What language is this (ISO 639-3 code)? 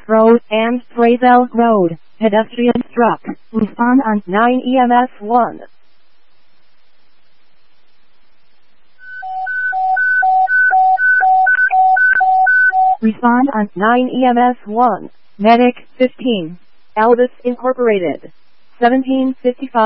eng